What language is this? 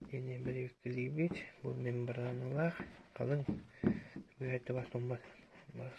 Yakut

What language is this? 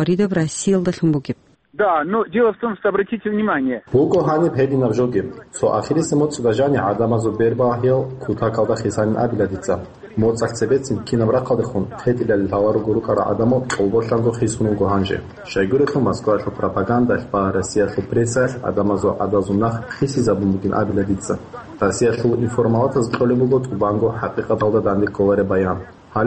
Avaric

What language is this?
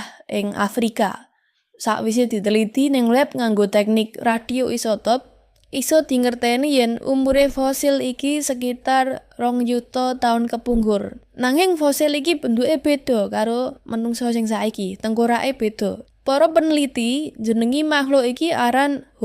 Javanese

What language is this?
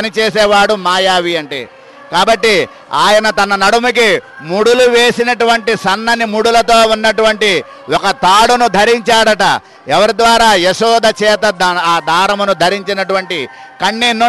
Telugu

